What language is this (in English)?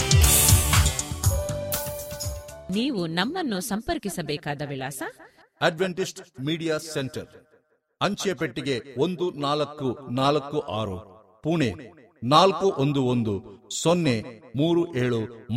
Kannada